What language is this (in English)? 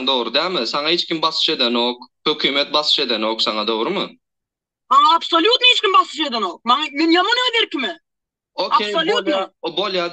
Turkmen